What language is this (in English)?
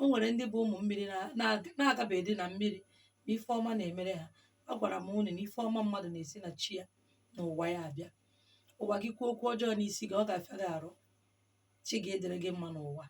Igbo